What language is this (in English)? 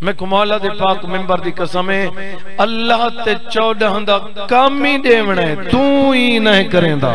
Saraiki